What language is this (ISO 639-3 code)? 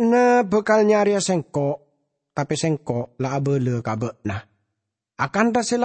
mad